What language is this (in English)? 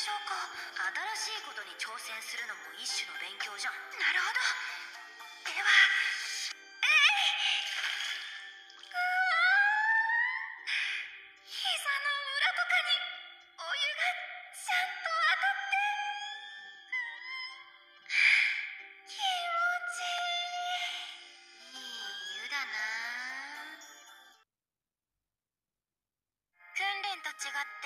Japanese